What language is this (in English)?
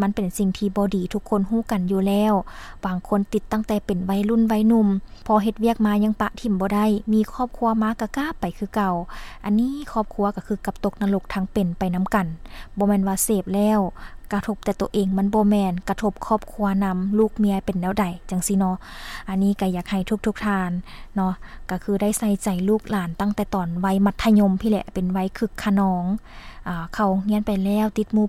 Lao